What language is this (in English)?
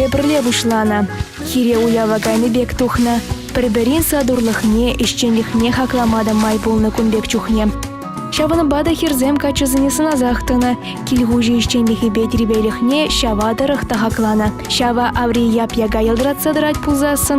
Chuvash